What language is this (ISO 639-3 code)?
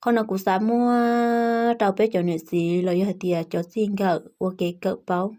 hmn